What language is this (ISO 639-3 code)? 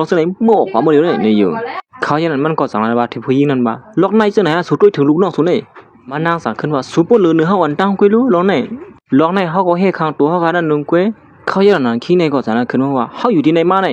shn